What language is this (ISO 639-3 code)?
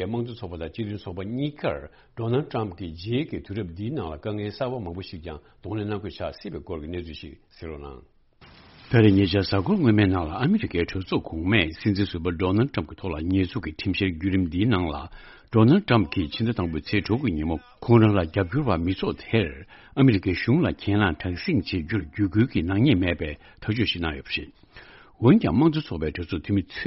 bod